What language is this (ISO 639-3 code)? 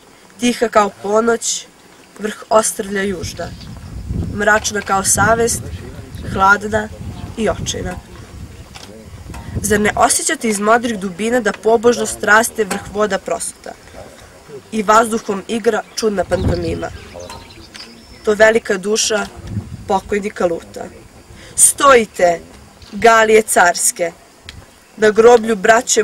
srp